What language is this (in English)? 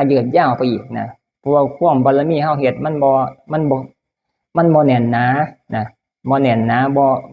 Northeastern Thai